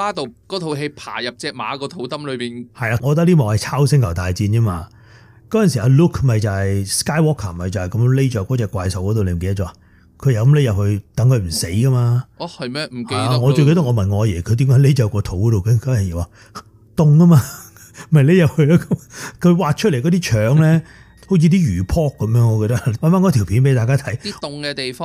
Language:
Cantonese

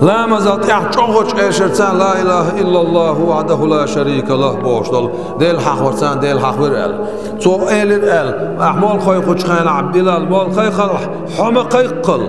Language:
Chechen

